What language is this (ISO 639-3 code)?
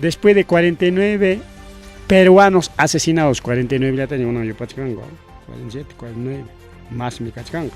quy